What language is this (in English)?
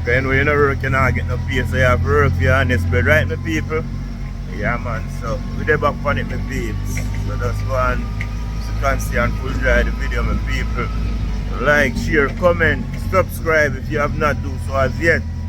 Jamaican Creole English